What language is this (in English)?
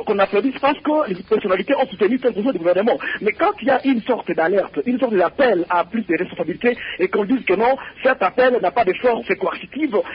French